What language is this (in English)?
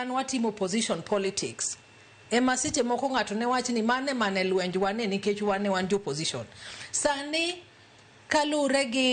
Luo (Kenya and Tanzania)